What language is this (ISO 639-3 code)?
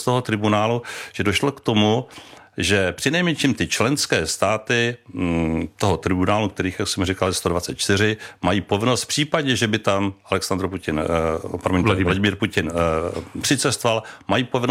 ces